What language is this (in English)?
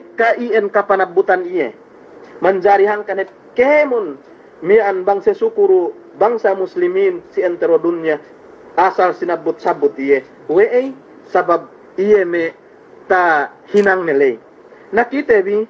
Yakan